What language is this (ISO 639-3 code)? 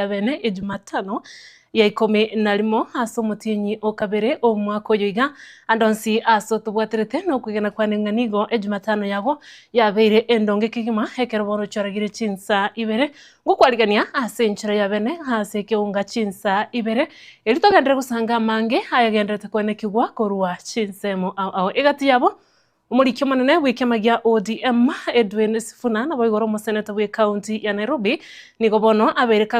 guz